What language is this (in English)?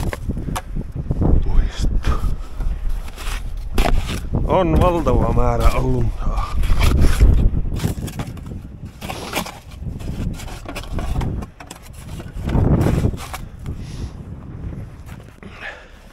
Finnish